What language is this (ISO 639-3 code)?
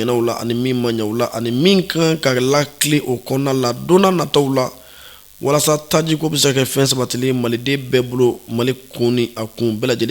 bam